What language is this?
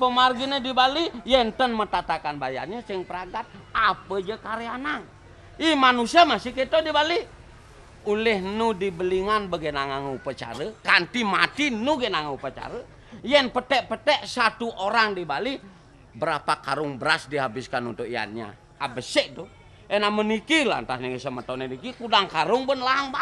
Balinese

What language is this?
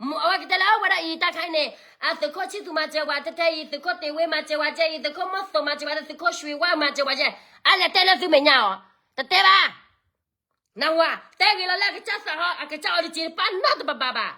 S'gaw Karen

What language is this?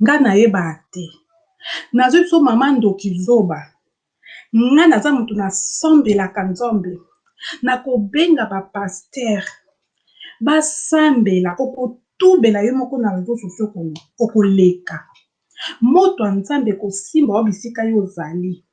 Lingala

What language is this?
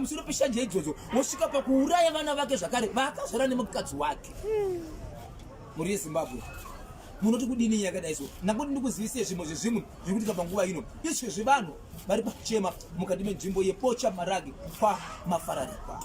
Shona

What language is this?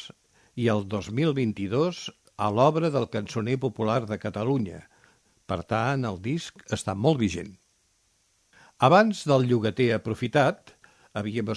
Catalan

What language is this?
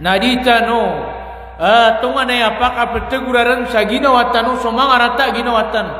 Maranao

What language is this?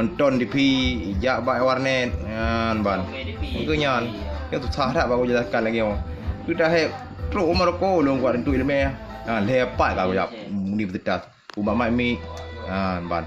Achinese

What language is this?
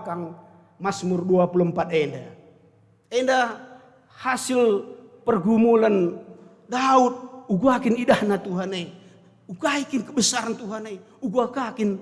Batak Karo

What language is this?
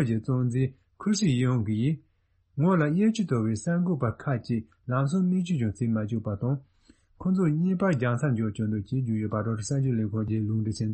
Tibetan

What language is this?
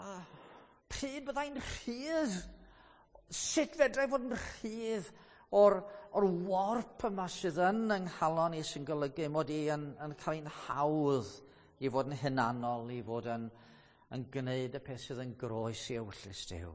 Welsh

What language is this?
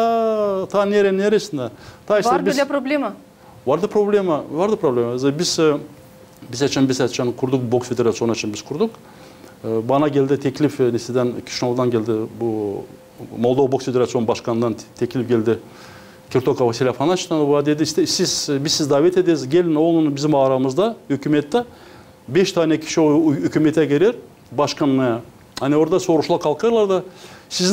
Gagauz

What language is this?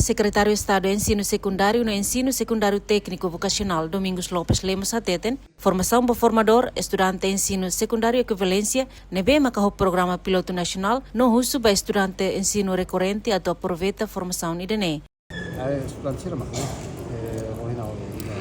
Tetum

